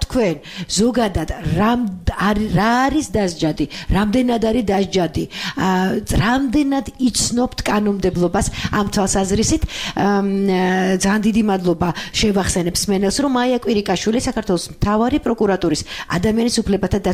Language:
Georgian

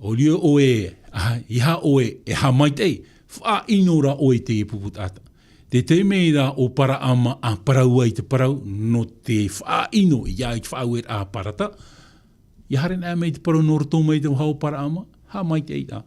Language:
Tahitian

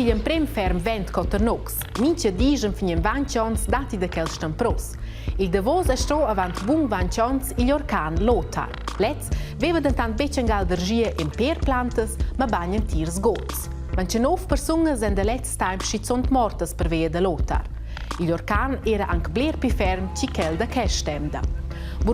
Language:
Romansh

